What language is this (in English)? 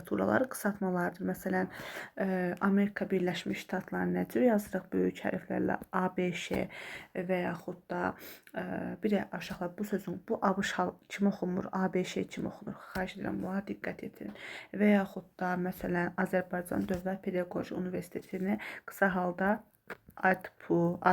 Azerbaijani